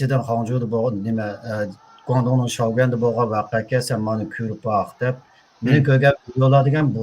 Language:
Uyghur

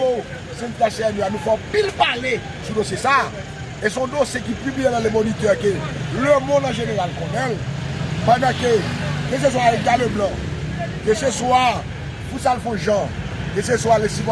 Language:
Haitian Creole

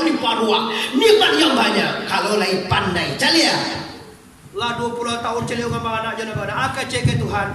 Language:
Minangkabau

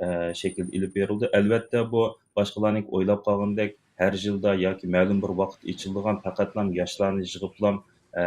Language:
Uyghur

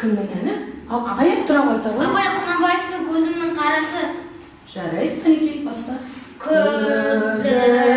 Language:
Kazakh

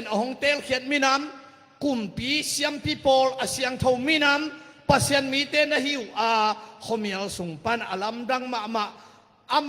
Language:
Tedim Chin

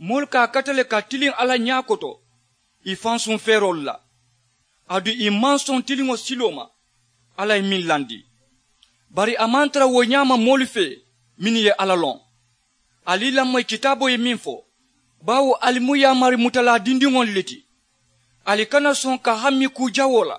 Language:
Mandingo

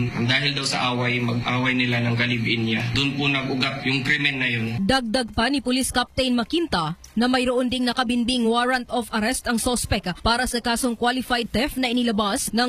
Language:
Filipino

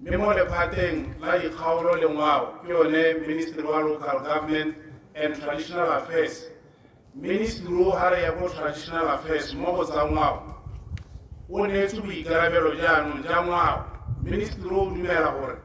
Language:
Tswana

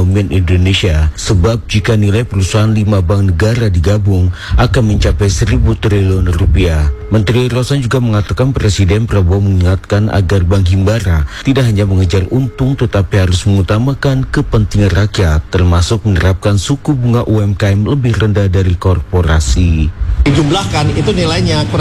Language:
Indonesian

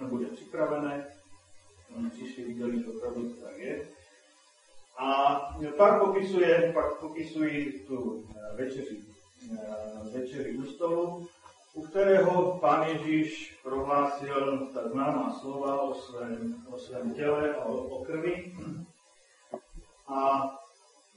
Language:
Czech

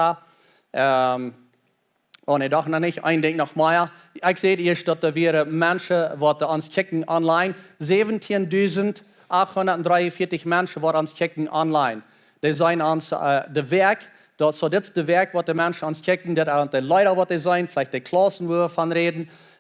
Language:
Plautdietsch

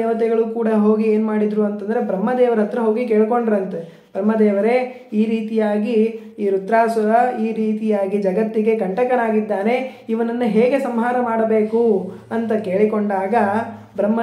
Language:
Kannada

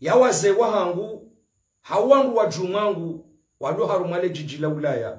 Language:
Ngazidja Comorian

